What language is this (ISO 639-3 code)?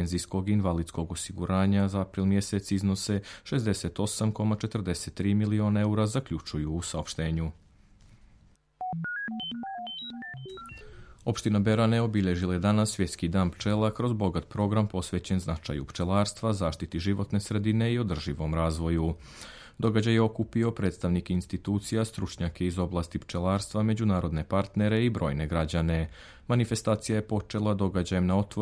srp